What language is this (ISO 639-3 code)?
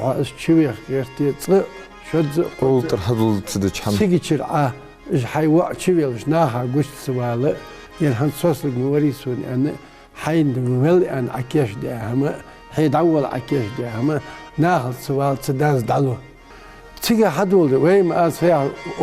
inh